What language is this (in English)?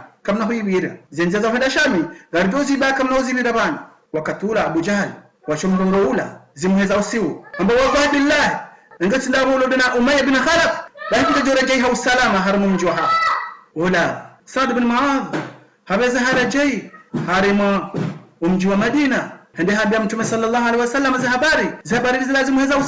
Ngazidja Comorian